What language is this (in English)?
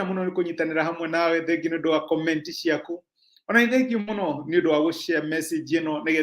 Kikuyu